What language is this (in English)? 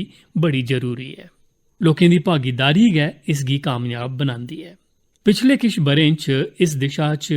Dogri